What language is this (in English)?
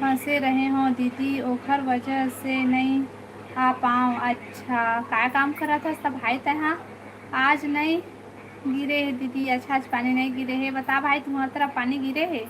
Chhattisgarhi